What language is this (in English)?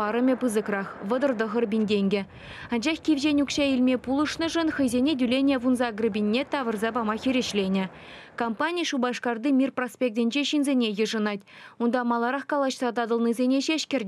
Chuvash